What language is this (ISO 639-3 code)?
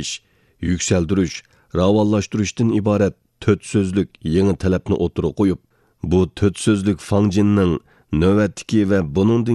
uig